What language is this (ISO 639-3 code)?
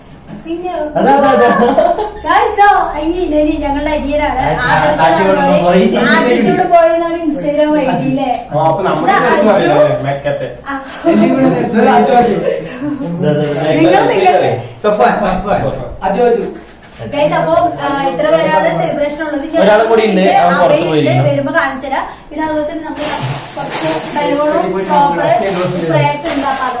mal